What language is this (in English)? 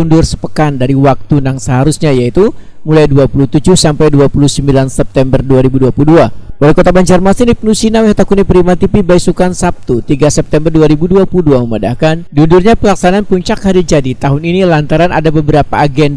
Banjar